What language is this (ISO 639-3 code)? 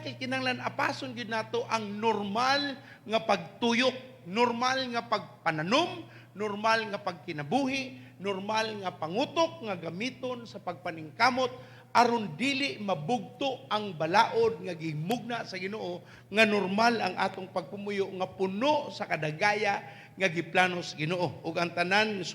ceb